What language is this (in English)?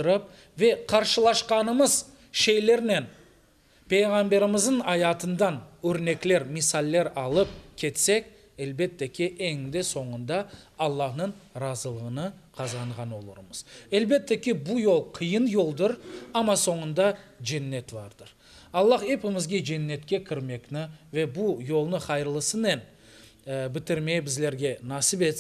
Crimean Tatar